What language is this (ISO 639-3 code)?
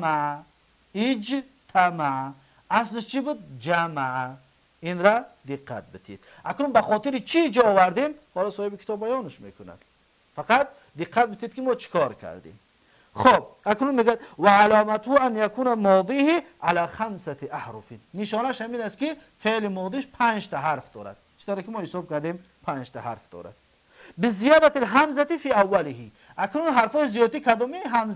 tgk